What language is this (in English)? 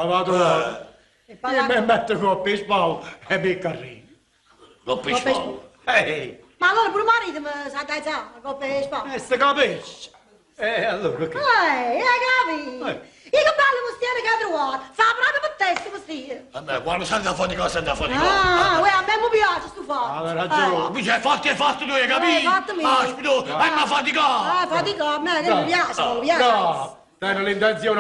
Neapolitan